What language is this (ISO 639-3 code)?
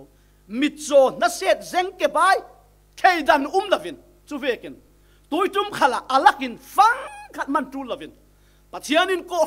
cfm